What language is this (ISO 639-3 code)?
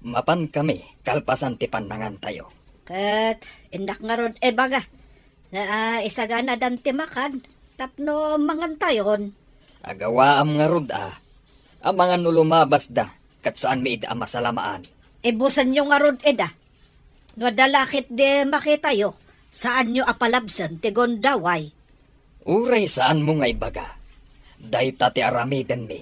ilo